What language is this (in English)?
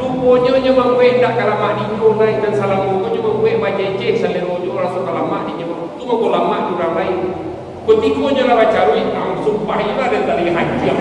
Minangkabau